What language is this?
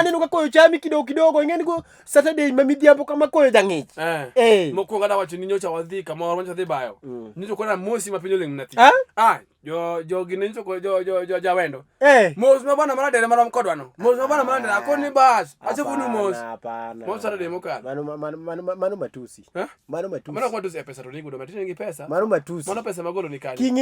Luo (Kenya and Tanzania)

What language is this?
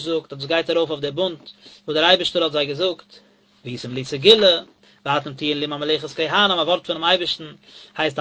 Yiddish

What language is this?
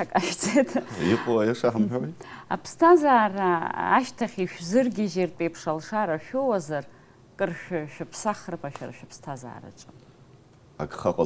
Abkhazian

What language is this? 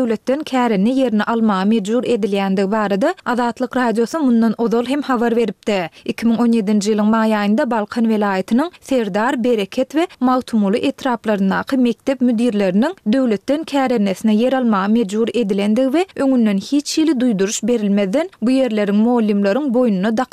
Turkmen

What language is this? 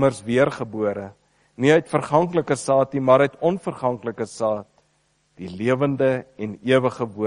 Afrikaans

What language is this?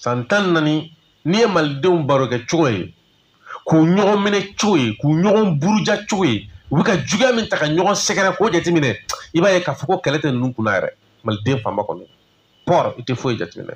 Bambara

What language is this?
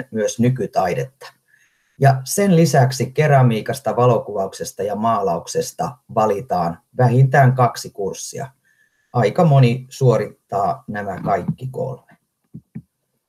Finnish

